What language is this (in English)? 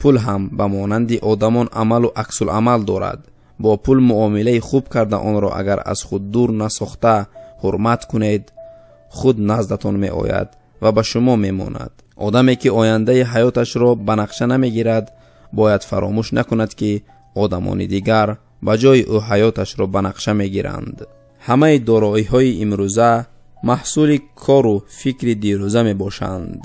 Tajik